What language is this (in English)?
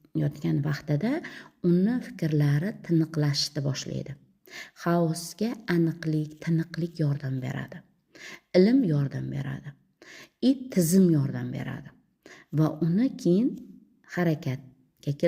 Uzbek